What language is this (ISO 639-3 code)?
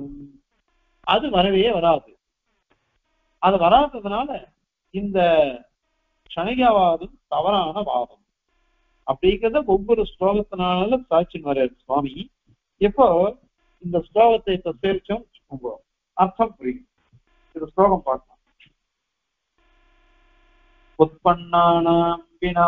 tam